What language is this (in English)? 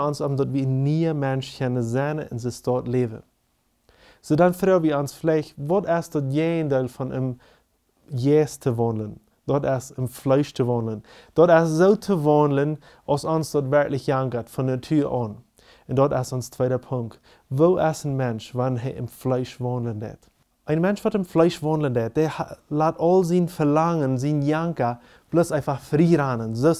Plautdietsch